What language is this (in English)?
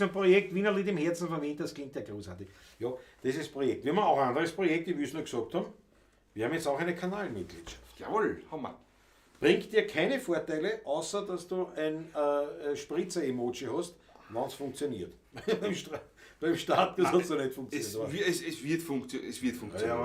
Bavarian